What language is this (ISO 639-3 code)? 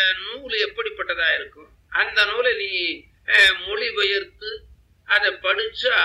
tam